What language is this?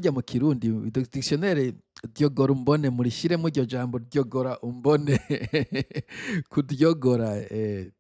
Rundi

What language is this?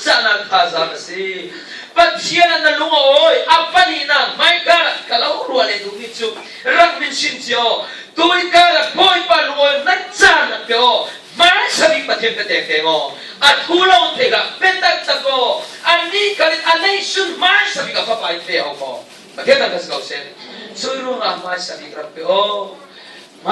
Falam Chin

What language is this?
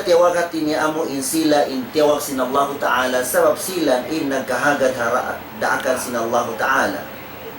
Tausug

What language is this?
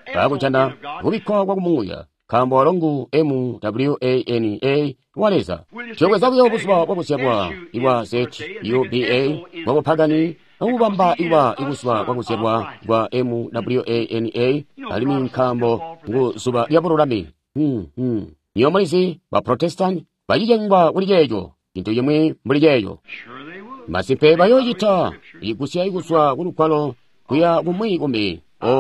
Tonga (Zambia)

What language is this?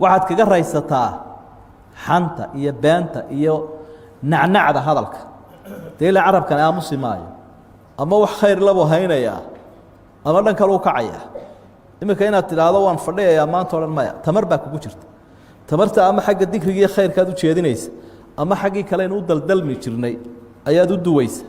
Somali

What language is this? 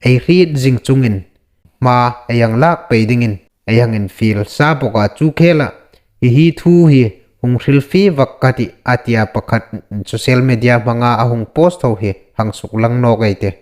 Hmar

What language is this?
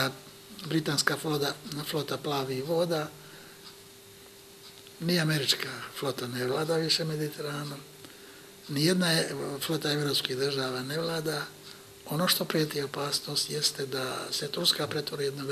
Bosnian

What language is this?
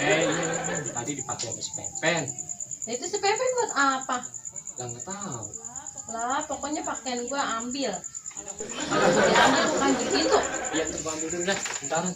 Betawi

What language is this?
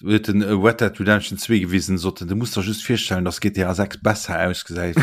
Luxembourgish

